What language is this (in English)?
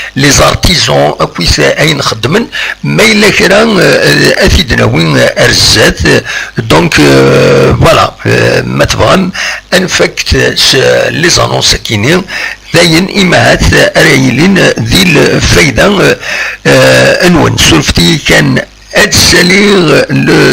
Kabyle